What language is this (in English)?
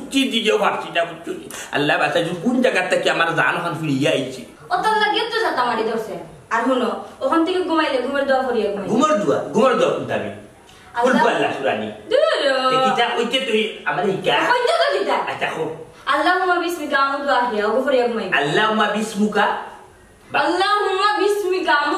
Sylheti